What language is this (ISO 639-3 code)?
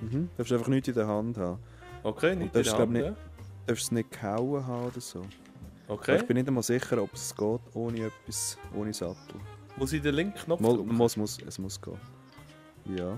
gsw